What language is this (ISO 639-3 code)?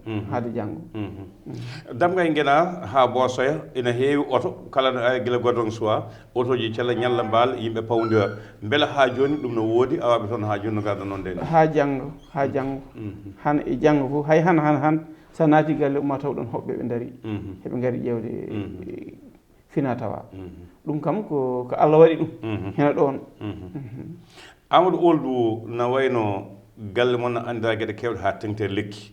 ful